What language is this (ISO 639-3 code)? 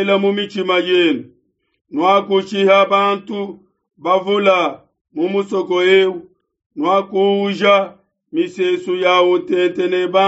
lua